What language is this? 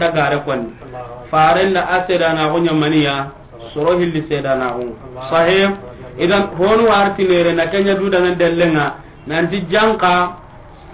Soninke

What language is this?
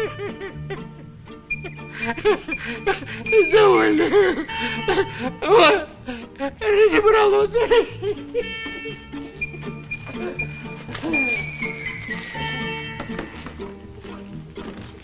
Russian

